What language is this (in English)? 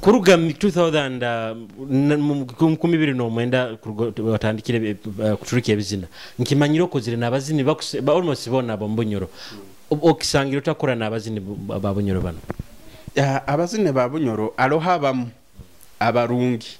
Nyoro